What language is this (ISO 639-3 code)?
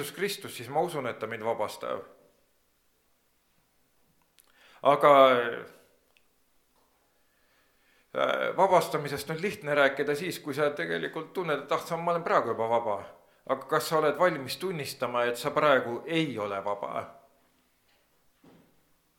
est